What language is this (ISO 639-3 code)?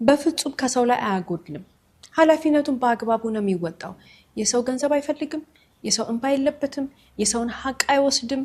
amh